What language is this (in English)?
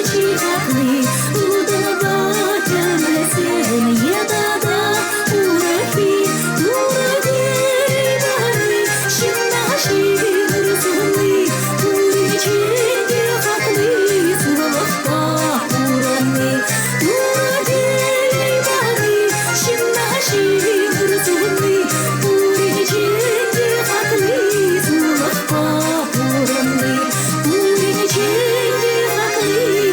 Chuvash